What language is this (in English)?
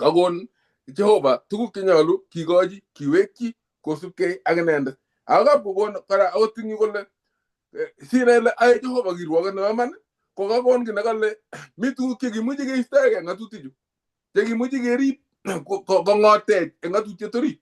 Kalenjin